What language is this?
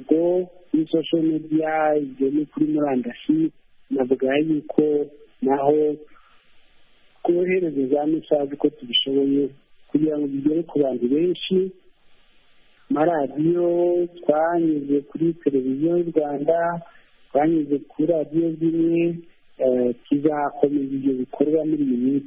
Kinyarwanda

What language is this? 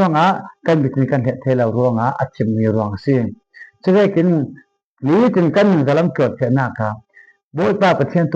Falam Chin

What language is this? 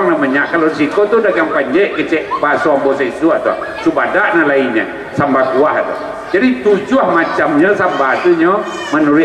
Minangkabau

